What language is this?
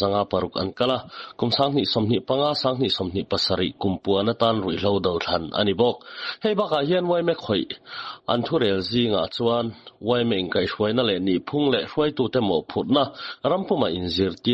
Mizo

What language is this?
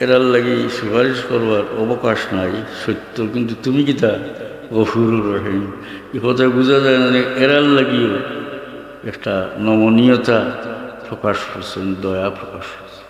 Sylheti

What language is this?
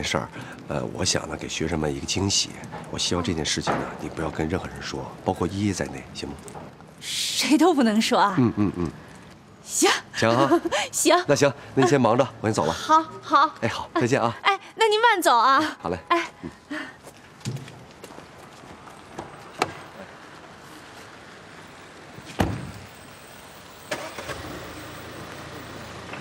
Chinese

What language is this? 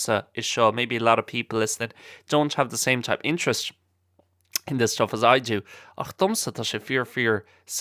Irish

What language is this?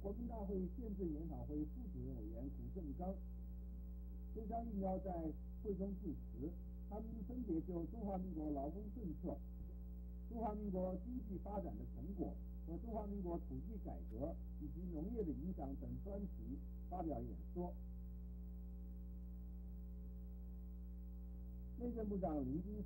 Chinese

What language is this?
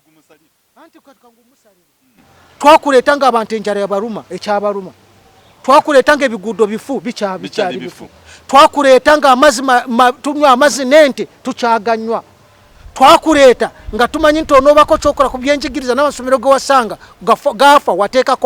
Ganda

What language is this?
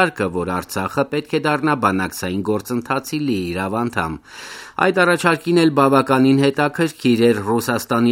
Armenian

